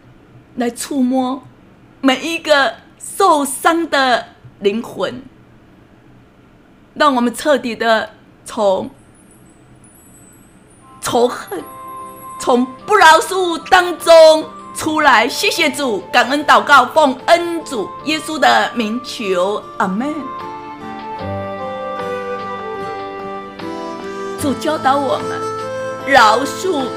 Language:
Chinese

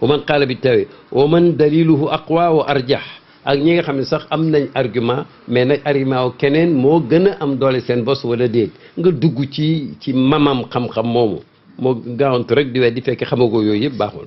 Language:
Wolof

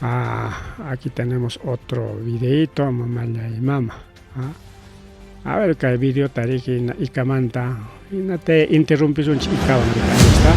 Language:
Ayacucho Quechua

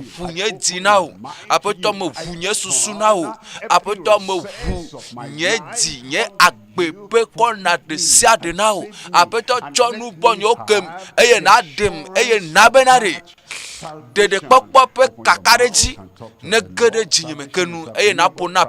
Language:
Ewe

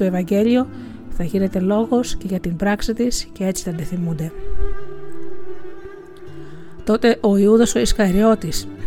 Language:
Greek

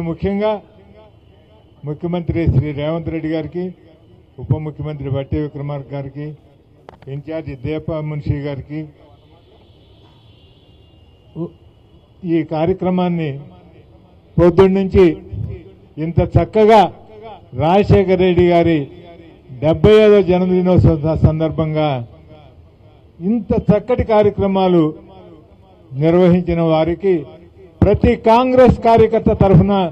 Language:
Telugu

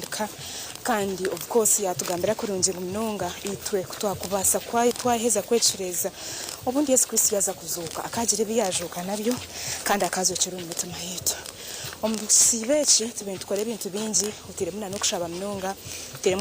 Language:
Nyankole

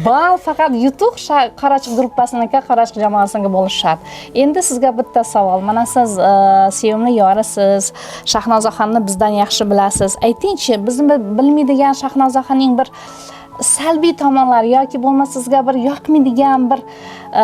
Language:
Uzbek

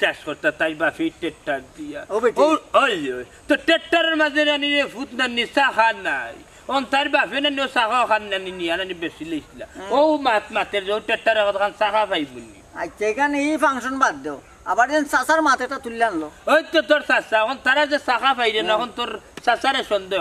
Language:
Sylheti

